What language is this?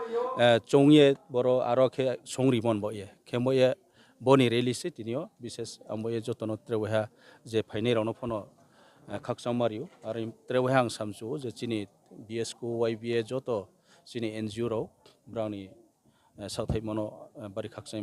Riang (India)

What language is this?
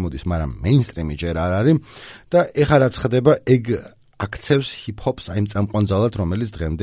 Georgian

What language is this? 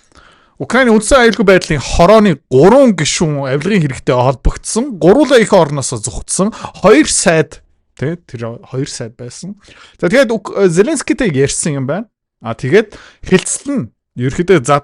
Mongolian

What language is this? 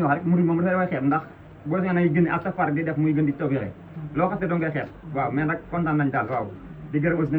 Wolof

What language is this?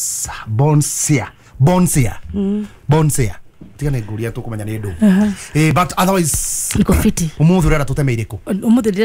Kikuyu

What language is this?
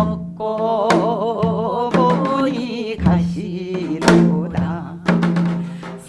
Korean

